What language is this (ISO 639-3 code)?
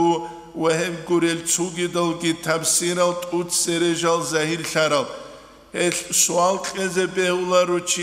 ava